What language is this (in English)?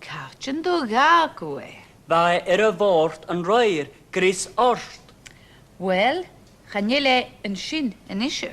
Scottish Gaelic